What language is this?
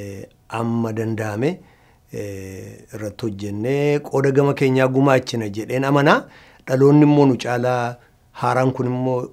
Oromo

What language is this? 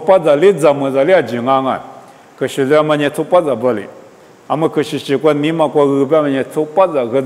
Lisu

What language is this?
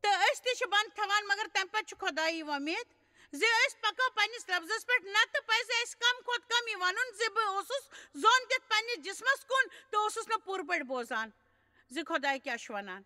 Kashmiri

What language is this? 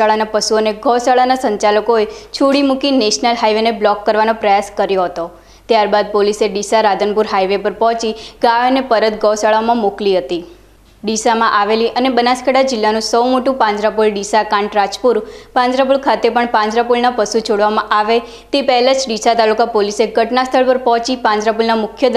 Gujarati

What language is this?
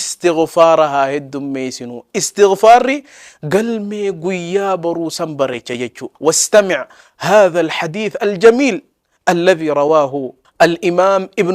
Oromo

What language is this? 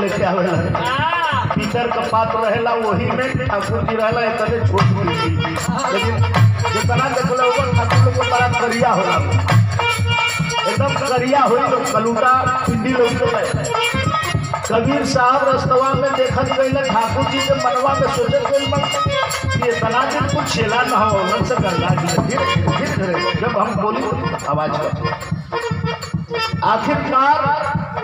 Bhojpuri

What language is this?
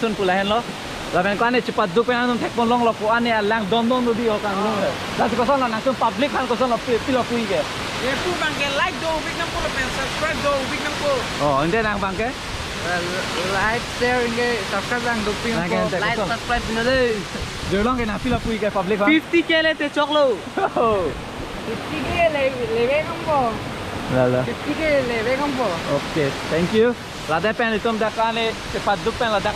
Karbi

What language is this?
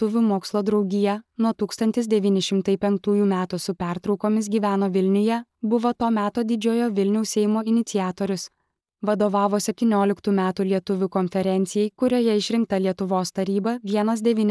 Lithuanian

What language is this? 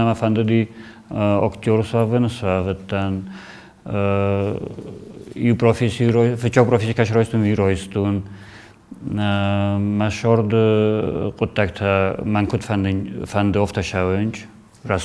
Ossetic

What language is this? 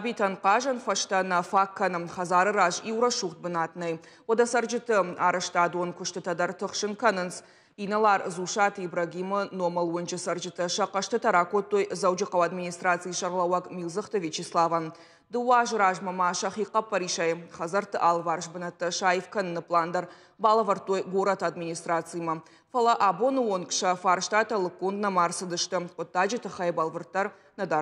Ossetic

